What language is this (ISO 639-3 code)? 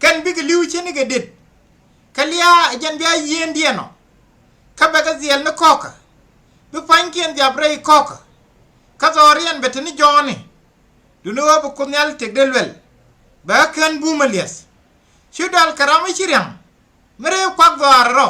nus